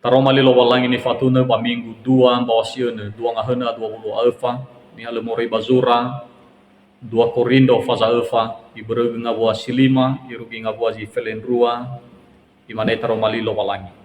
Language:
Nias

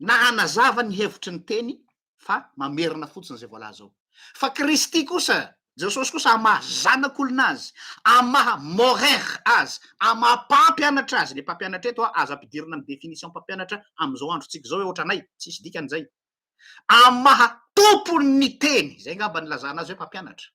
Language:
Malagasy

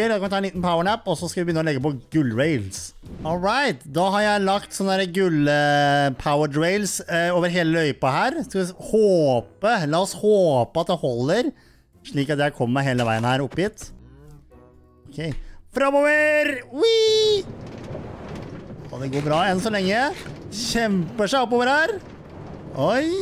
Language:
Norwegian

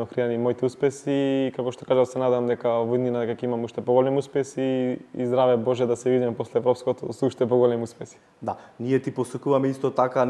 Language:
Macedonian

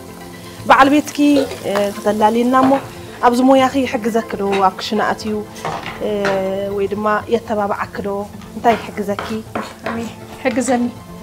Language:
Tigrinya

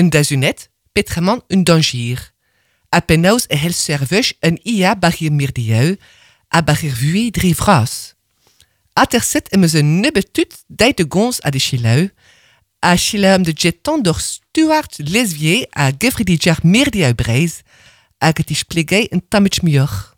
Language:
Breton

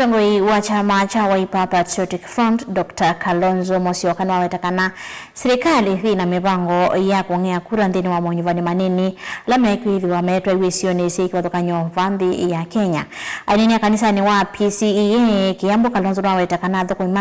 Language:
Kamba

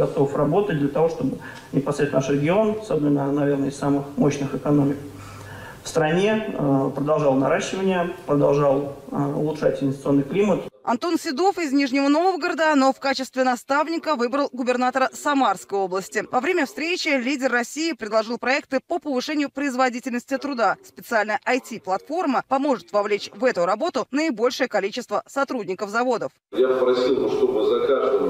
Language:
Russian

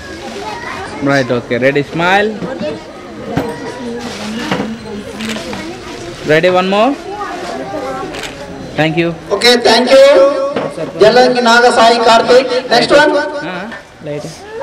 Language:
Telugu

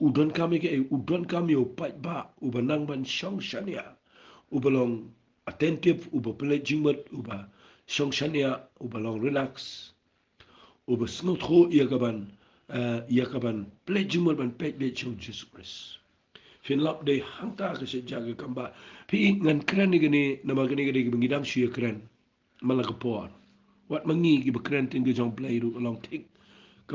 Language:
Khasi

